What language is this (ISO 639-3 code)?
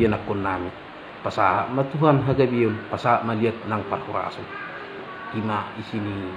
bbc